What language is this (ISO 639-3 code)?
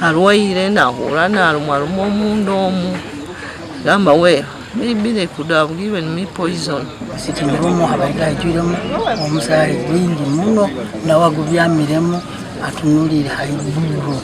nyn